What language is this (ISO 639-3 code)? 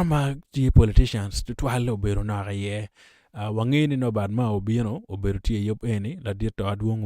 ach